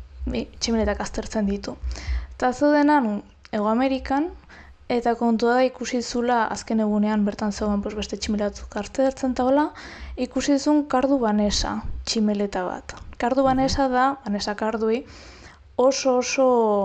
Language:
Basque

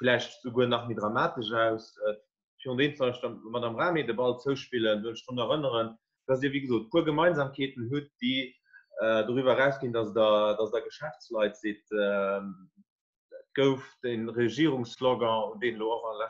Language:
Luxembourgish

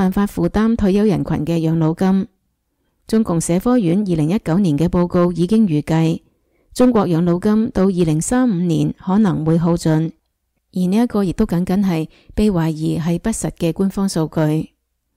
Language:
Cantonese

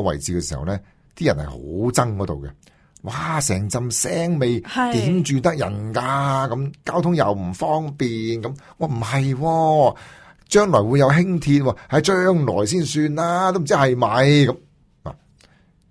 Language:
Cantonese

